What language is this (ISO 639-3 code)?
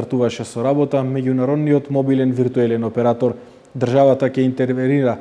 mkd